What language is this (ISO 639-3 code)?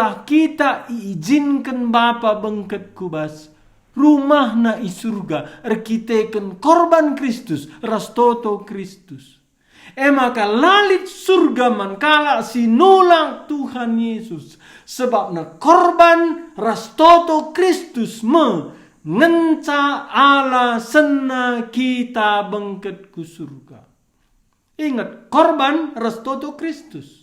btx